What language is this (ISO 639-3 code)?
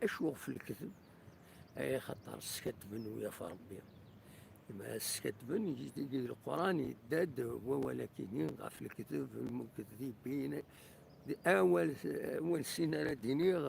kab